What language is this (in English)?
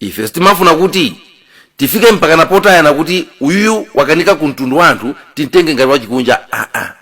Nyanja